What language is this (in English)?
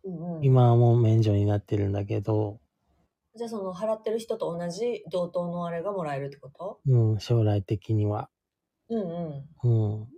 Japanese